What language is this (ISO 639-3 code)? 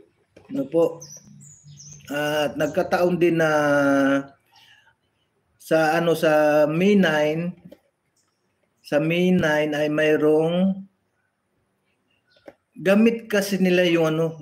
fil